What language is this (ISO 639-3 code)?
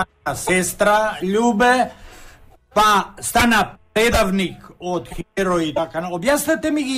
mkd